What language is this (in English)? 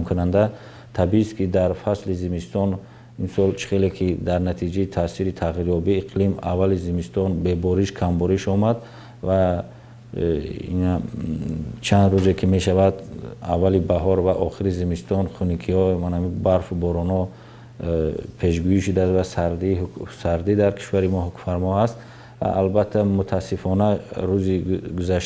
Tajik